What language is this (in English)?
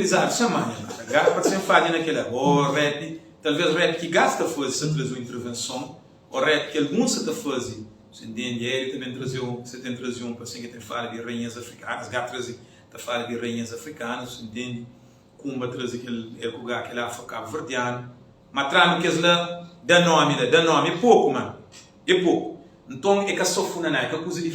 Kabuverdianu